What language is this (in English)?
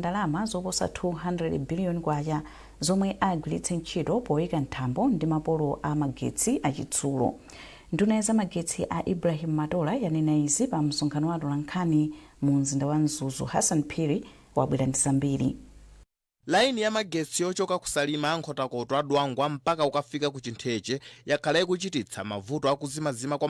Nyanja